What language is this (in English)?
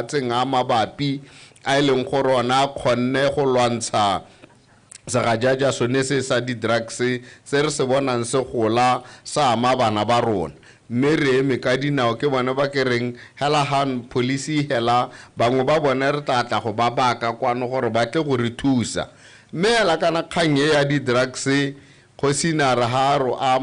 Tswana